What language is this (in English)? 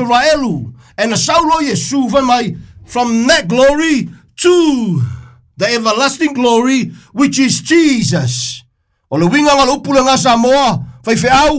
Samoan